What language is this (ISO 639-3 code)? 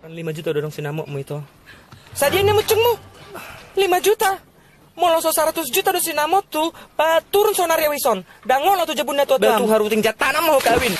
bbc